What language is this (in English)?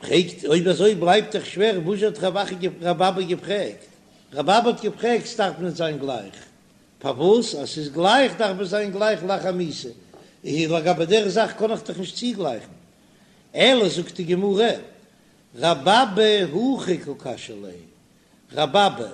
Yiddish